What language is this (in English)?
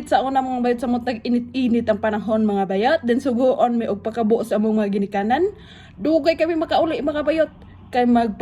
Cebuano